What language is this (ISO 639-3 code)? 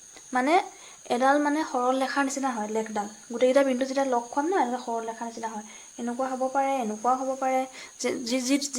asm